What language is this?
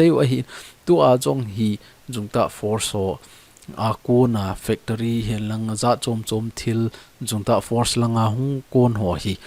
Thado Chin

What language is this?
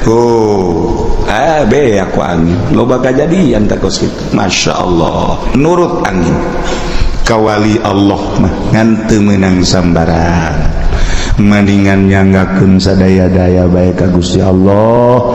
Sundanese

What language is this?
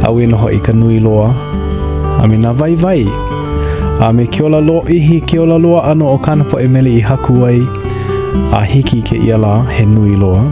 Hawaiian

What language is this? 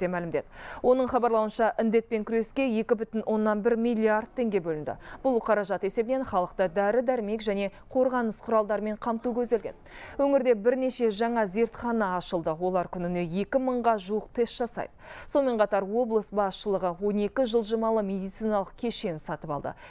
Kazakh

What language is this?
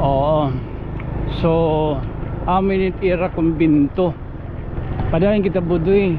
Waray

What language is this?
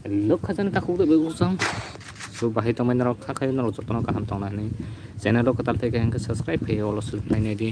Kok Borok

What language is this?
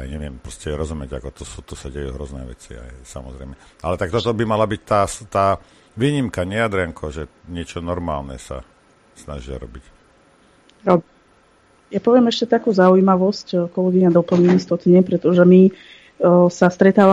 Slovak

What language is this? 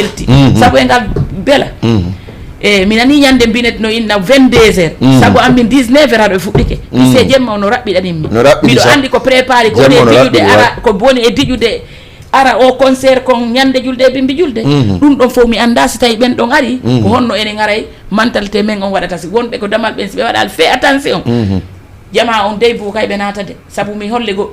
Fula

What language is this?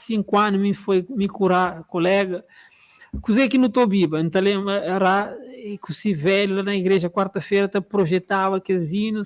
Kabuverdianu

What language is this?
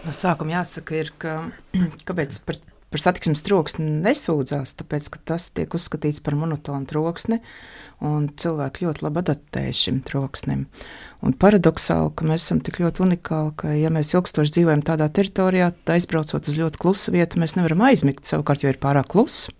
Latvian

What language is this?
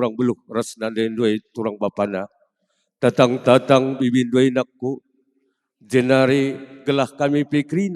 Batak Karo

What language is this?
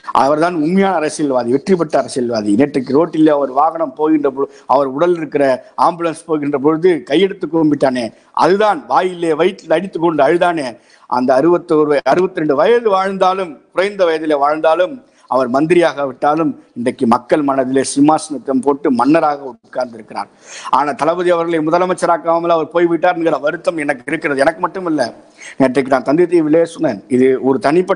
Tamil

